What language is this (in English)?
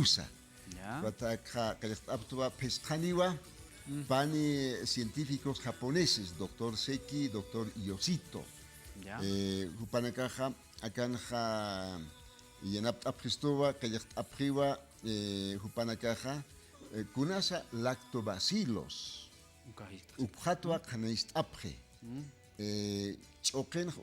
Aymara